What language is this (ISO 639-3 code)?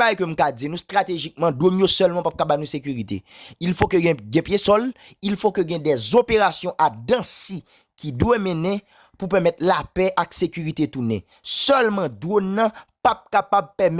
hat